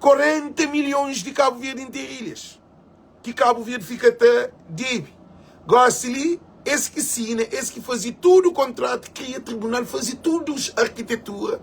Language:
Kabuverdianu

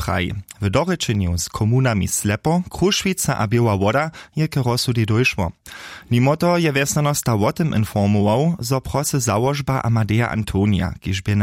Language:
Upper Sorbian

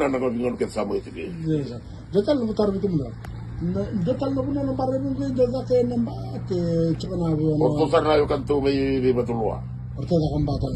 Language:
Fijian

